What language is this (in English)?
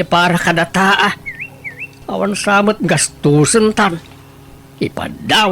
Iloko